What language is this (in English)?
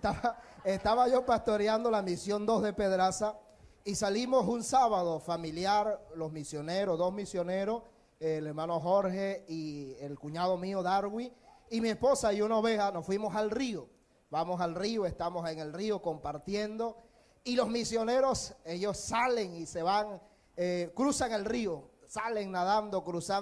Spanish